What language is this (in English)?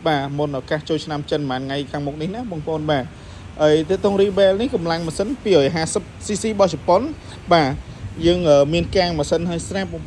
Khmer